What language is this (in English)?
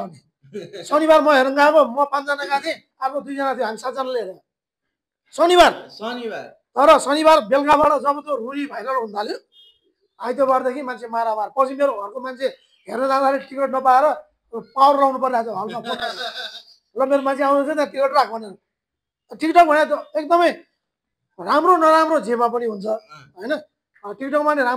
Nepali